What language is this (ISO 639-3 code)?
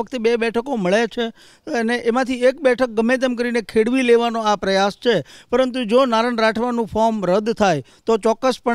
guj